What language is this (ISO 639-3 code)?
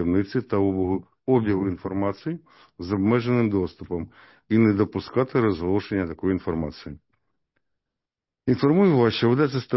ukr